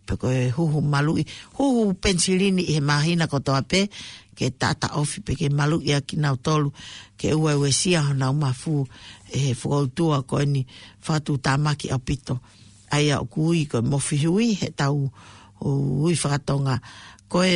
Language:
Tongan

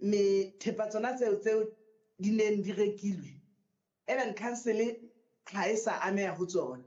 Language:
Southern Sotho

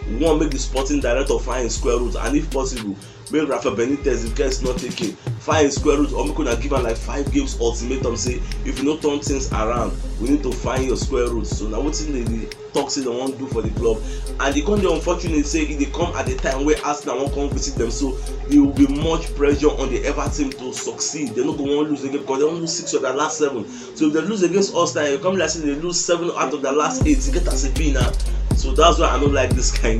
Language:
Nigerian Pidgin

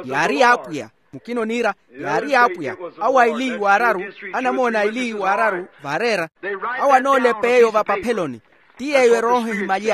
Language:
Makhuwa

